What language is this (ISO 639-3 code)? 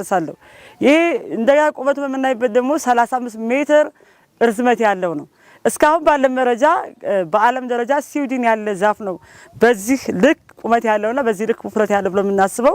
amh